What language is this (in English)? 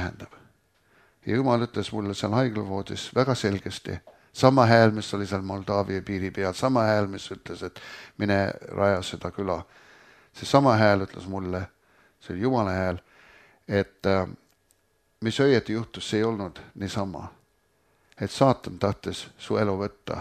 Estonian